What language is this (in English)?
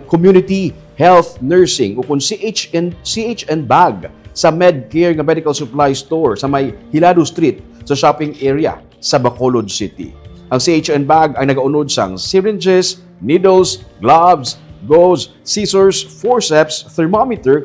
Hiligaynon